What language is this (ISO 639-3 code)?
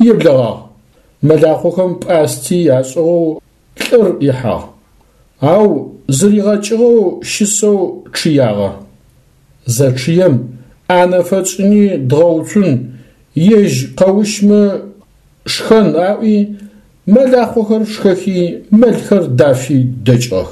ady